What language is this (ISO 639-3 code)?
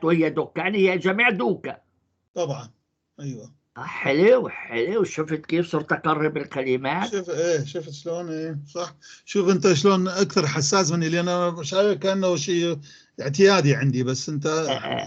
apc